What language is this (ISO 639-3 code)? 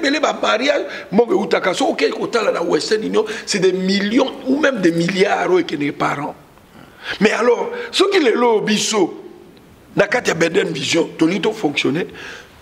lin